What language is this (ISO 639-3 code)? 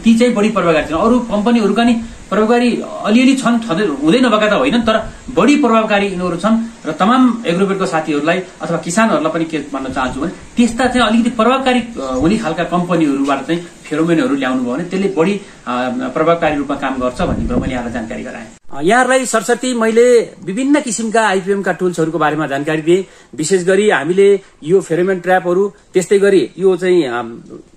nep